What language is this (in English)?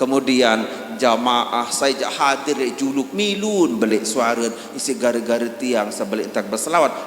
Sasak